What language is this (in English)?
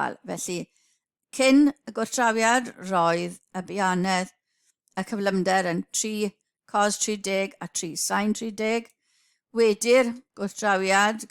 Welsh